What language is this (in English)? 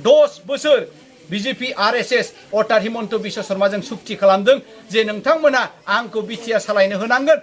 Bodo